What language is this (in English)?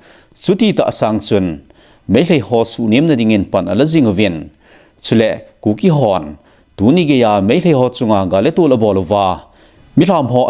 Thado Chin